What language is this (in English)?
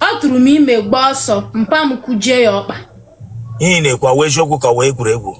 Igbo